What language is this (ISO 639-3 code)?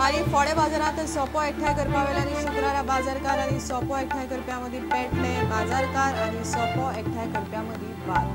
kok